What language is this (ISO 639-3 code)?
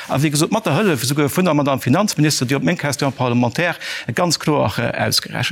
ltz